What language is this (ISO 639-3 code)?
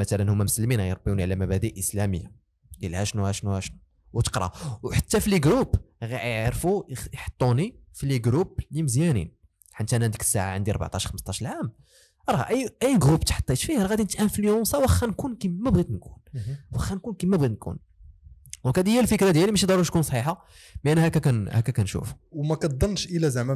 ary